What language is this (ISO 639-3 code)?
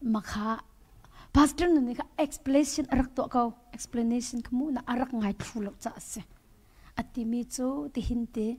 cnh